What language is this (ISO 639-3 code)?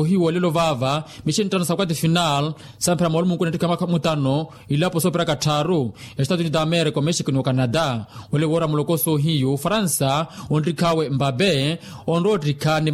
vmw